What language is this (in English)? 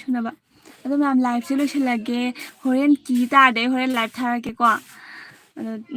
Manipuri